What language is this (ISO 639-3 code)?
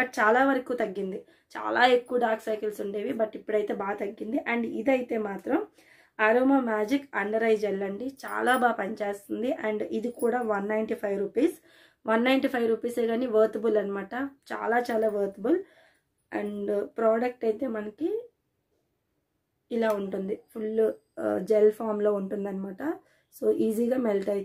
tel